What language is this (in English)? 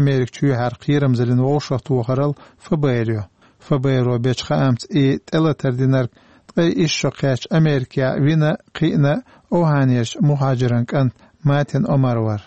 Chechen